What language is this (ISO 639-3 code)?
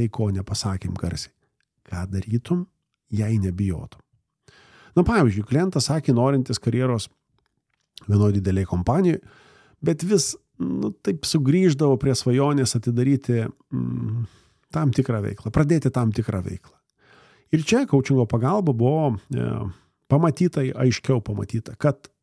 lit